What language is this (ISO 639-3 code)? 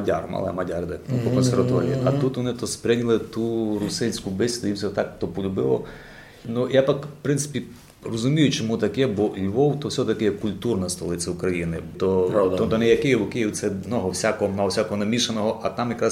rue